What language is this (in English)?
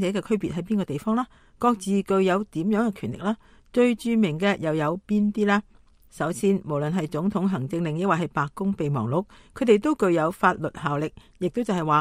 Cantonese